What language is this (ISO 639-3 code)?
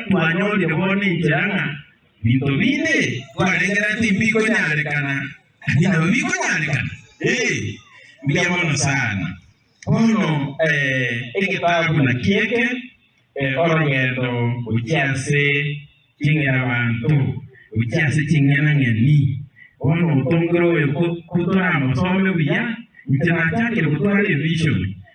guz